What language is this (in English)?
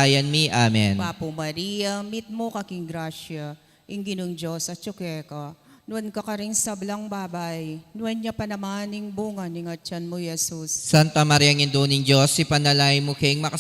Pampanga